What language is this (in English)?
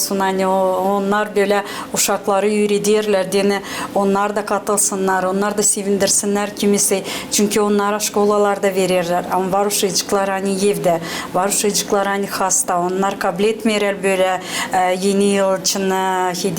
Gagauz